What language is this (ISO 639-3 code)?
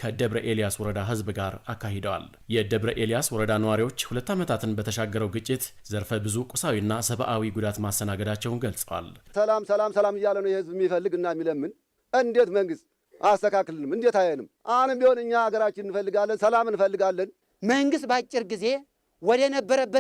amh